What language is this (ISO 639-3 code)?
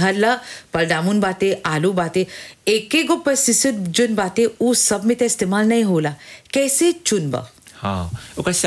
bho